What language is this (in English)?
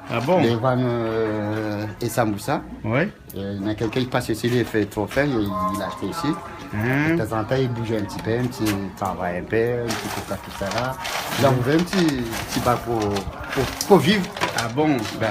Réunion Creole French